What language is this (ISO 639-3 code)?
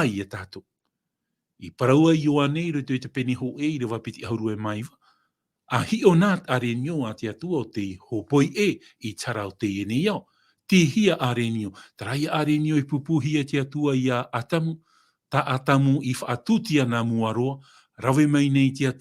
tah